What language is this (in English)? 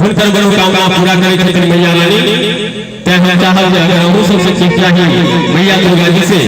Maithili